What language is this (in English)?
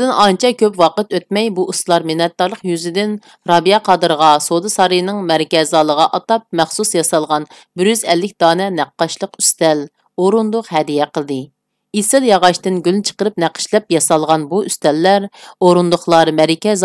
Uyghur